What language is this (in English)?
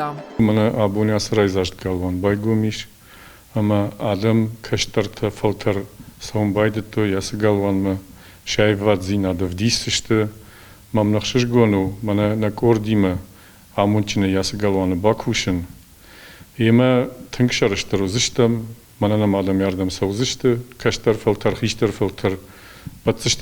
Ossetic